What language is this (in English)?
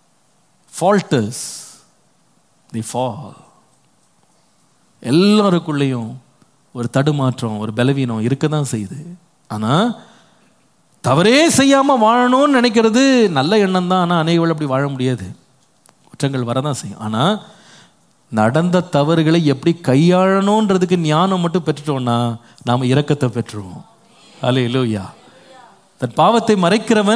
Tamil